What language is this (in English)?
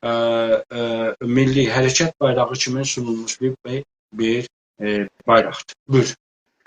South Azerbaijani